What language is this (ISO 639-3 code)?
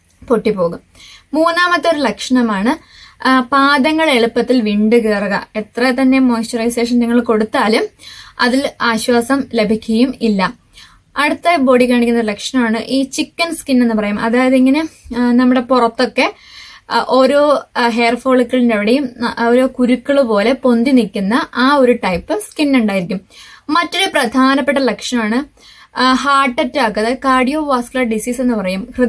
mal